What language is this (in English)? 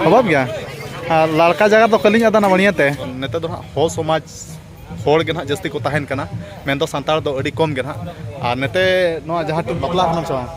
Santali